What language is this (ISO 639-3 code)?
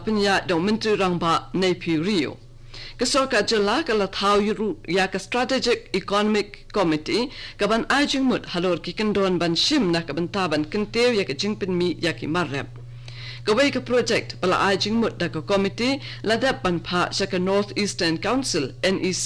kha